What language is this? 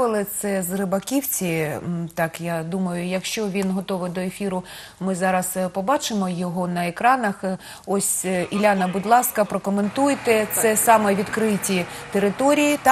Ukrainian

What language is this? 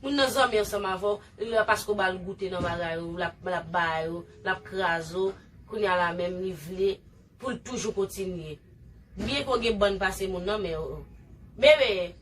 Haitian Creole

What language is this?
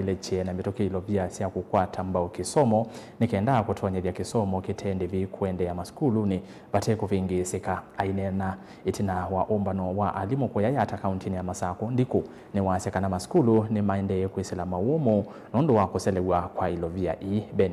Kamba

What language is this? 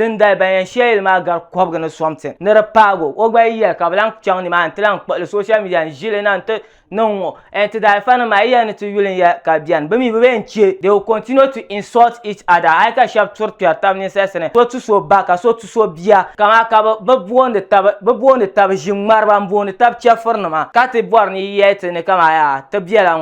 Dagbani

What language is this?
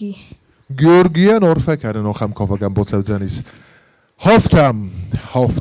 Ossetic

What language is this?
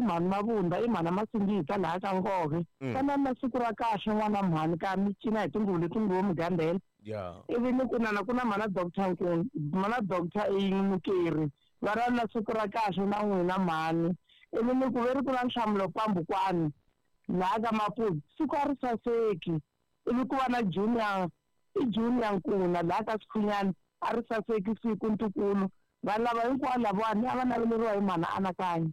Tsonga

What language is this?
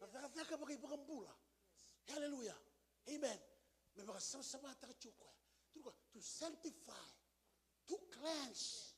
Fijian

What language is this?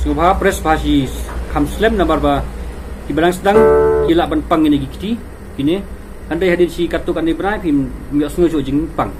Khasi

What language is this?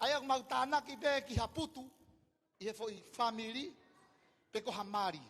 Tongan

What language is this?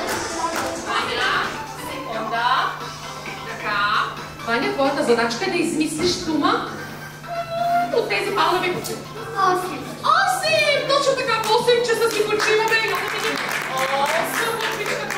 Bulgarian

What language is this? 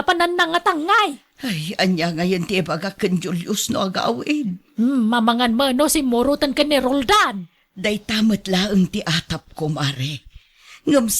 Iloko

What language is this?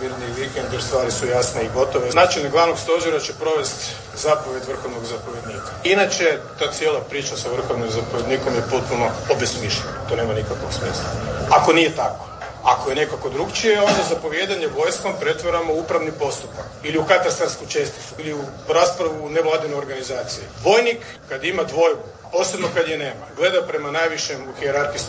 Croatian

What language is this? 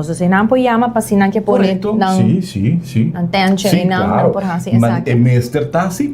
Papiamento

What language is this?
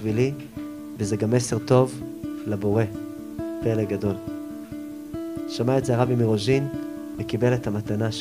Hebrew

